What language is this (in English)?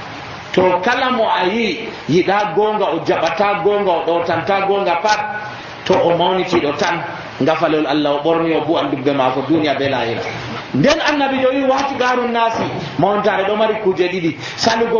Nigerian Fulfulde